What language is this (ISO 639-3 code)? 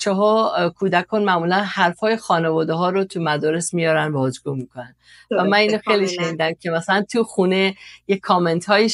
fas